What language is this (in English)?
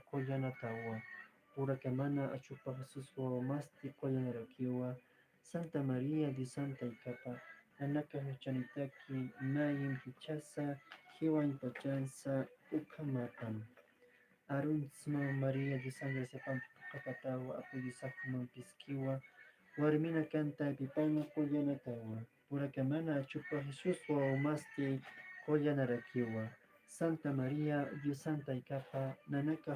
Aymara